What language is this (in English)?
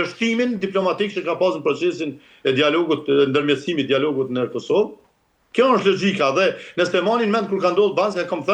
Albanian